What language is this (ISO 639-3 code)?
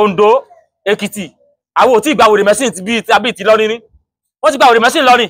yor